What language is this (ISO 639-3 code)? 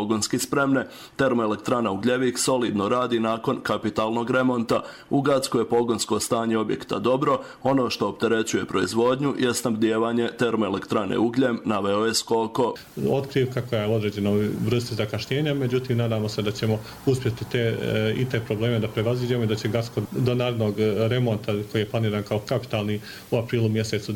bos